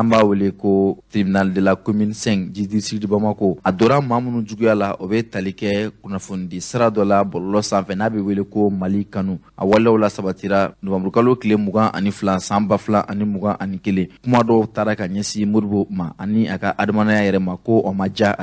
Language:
Bambara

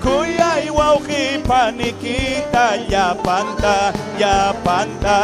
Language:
Ayacucho Quechua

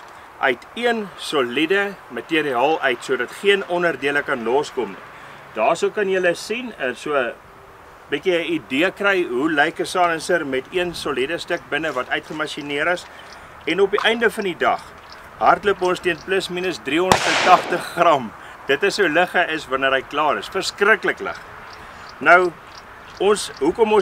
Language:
Afrikaans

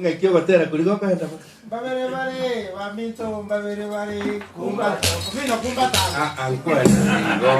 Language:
Gusii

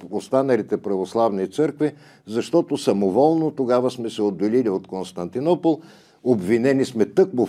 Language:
Bulgarian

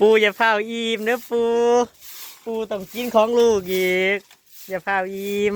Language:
Northeastern Thai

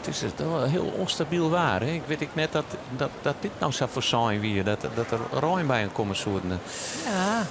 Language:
Western Frisian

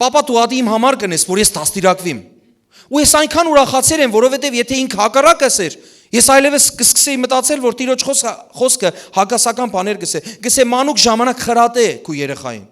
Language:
Western Armenian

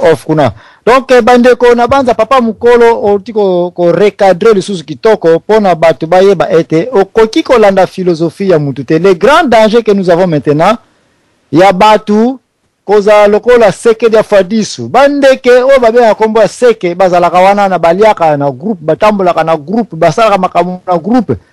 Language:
Lingala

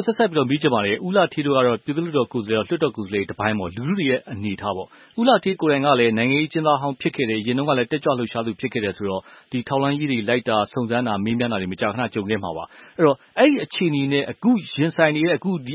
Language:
Burmese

